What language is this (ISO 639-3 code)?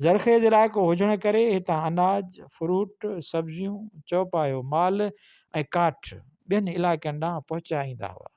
snd